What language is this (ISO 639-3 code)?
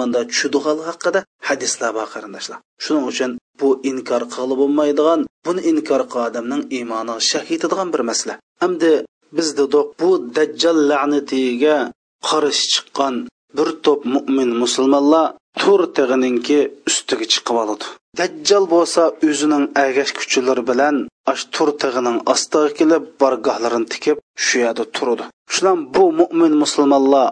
uig